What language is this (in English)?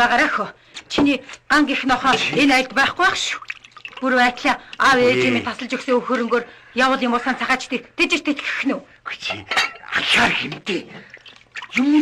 Mongolian